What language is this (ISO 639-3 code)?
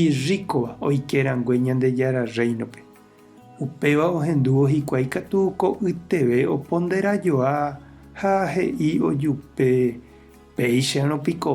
grn